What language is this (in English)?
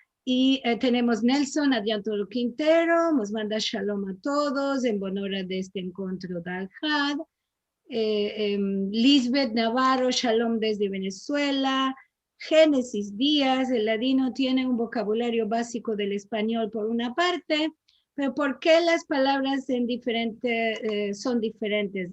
Ladino